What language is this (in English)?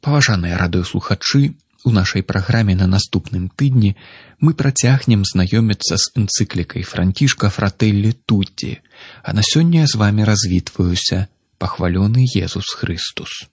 Belarusian